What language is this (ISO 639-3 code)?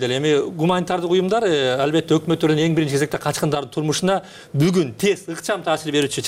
kir